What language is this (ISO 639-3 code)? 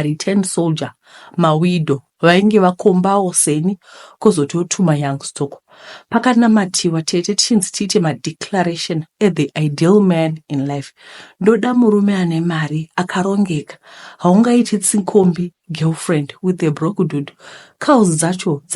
sna